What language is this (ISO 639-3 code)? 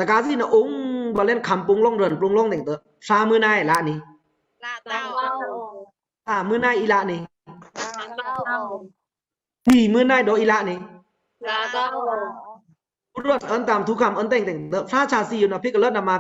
blk